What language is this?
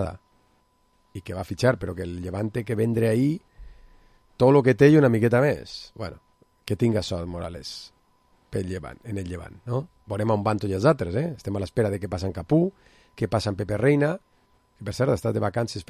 Catalan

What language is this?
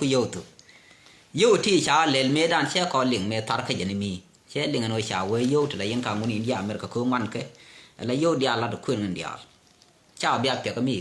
Nuer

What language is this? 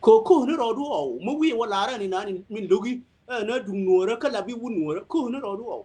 Nuer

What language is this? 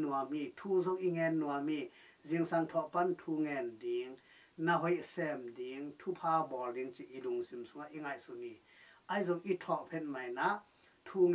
Tedim Chin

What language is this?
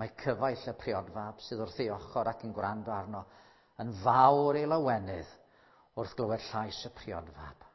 Welsh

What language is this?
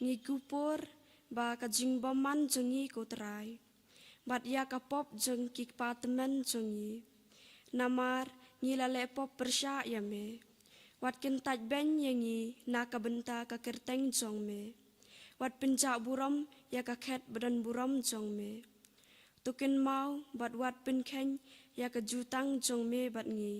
Khasi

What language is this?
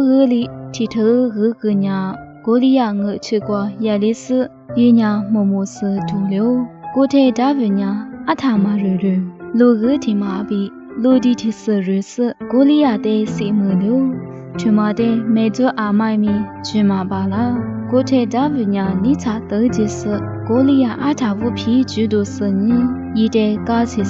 Lisu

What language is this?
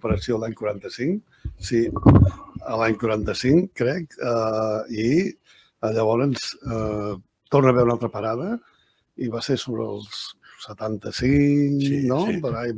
Catalan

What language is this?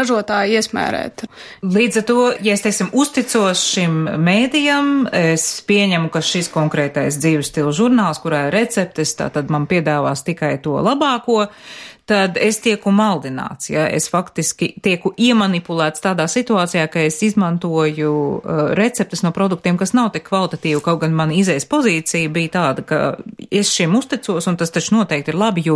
Latvian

